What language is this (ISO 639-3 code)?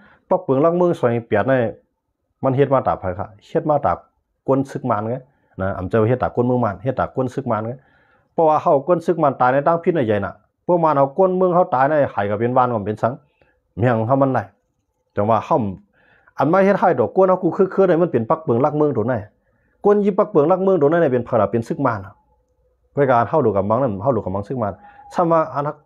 shn